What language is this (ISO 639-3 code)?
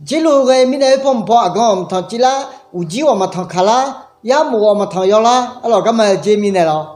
ahk